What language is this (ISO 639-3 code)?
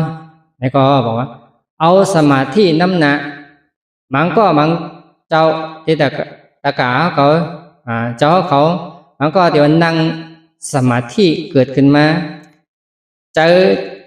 shn